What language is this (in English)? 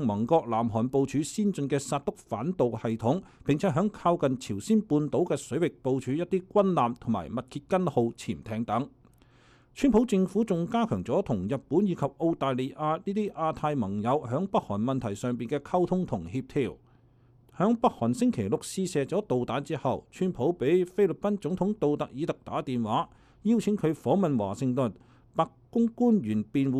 Cantonese